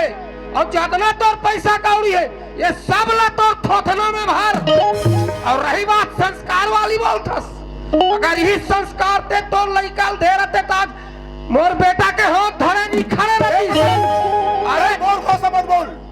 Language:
Chhattisgarhi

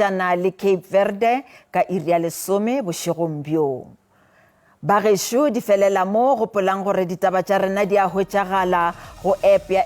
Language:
Northern Sotho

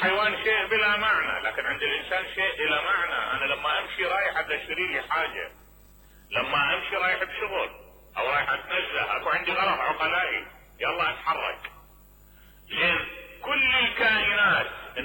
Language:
Mesopotamian Arabic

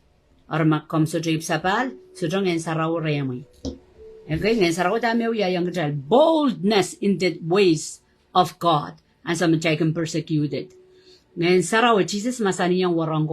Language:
Pohnpeian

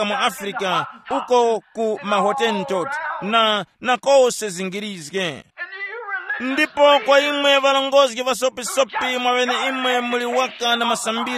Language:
Tumbuka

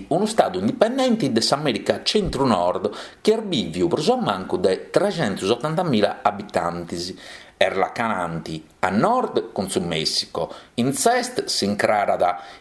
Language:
Sardinian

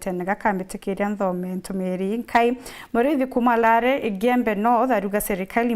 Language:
Meru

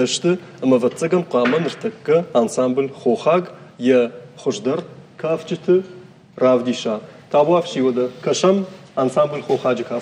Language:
Ossetic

